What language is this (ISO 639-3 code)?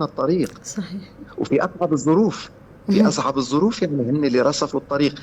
apc